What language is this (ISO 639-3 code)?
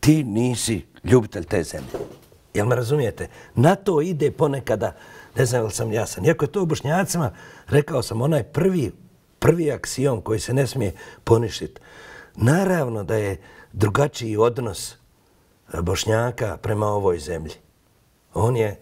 bos